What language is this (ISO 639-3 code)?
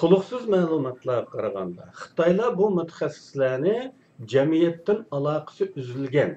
uig